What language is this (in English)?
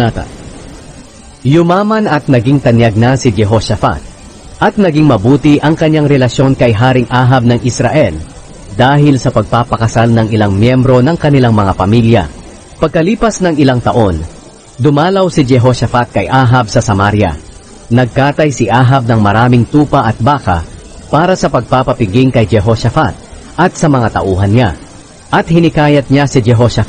Filipino